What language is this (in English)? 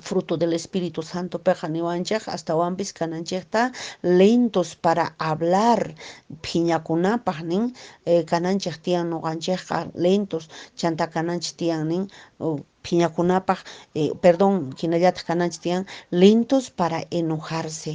Quechua